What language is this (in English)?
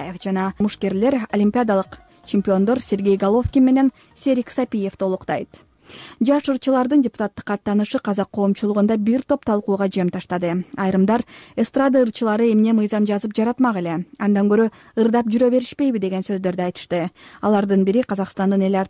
Kyrgyz